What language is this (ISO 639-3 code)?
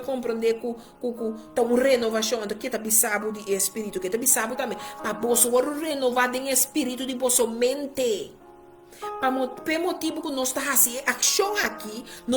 pap